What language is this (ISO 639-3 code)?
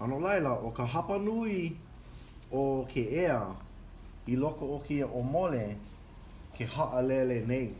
haw